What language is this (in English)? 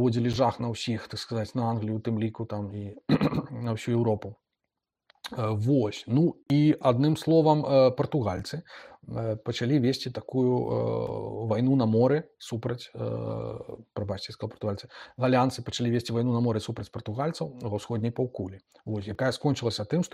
Belarusian